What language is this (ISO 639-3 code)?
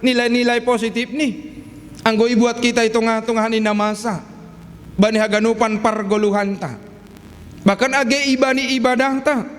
bts